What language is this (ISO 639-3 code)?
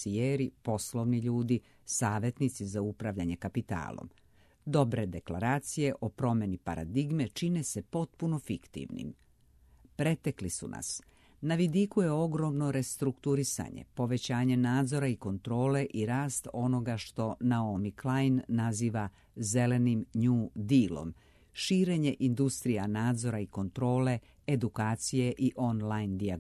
srp